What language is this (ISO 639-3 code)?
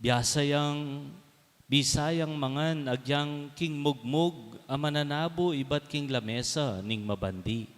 pam